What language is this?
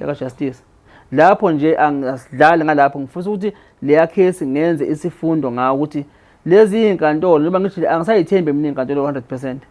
Zulu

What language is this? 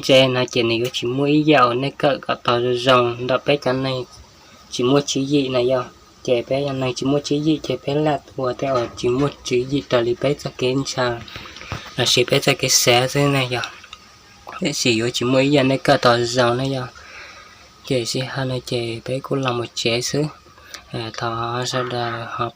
Hmong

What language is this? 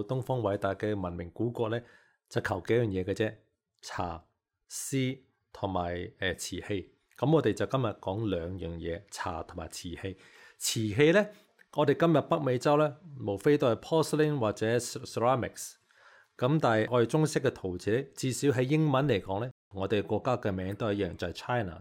Cantonese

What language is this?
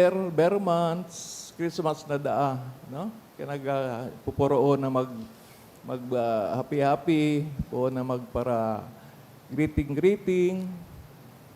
Bikol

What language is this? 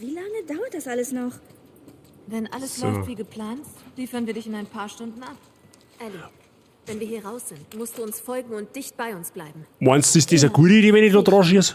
Bavarian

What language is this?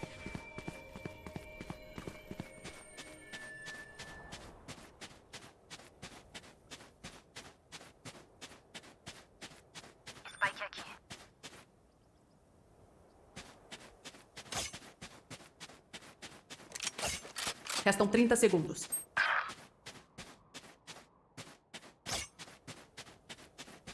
Portuguese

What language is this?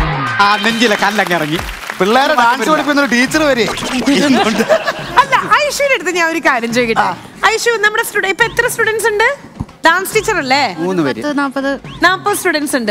Malayalam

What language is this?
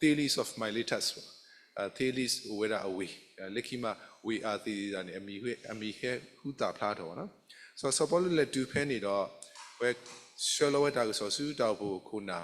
S'gaw Karen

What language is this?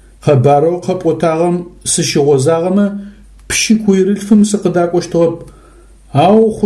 Adyghe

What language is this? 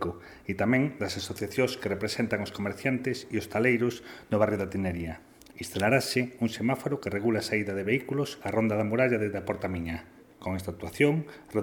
Galician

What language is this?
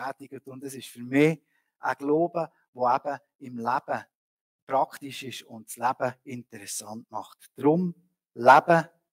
Swiss German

